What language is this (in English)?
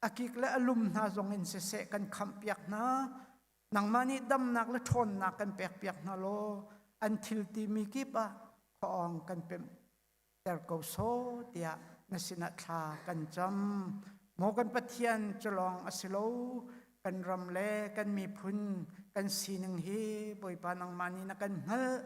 Hakha Chin